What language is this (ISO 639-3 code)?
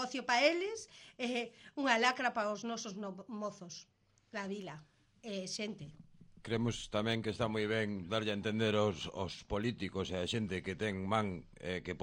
glg